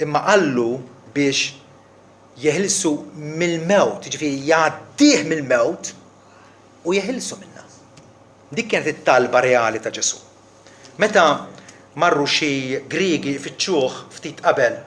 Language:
Maltese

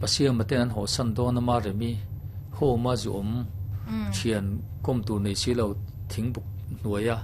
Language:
Mizo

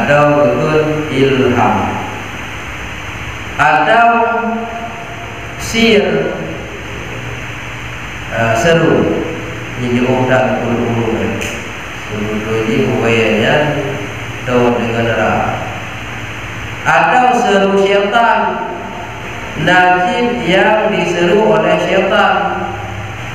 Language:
Malay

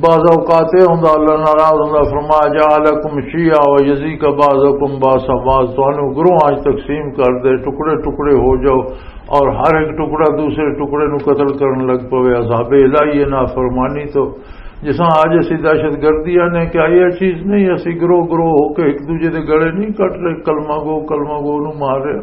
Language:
Western Panjabi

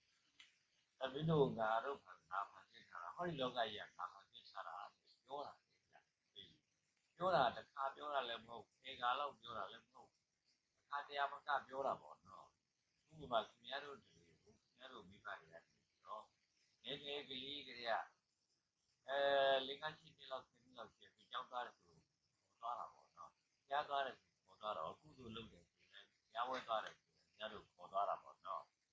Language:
Burmese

